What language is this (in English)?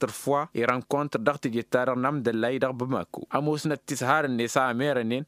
Tamasheq